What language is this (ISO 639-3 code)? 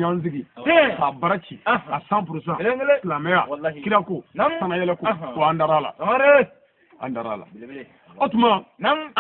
bam